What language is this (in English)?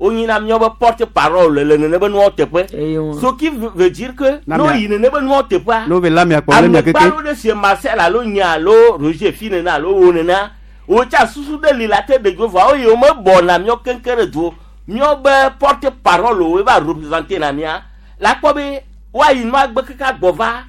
Gen